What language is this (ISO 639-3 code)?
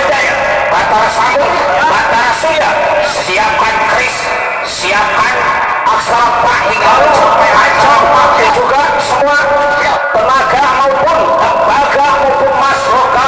bew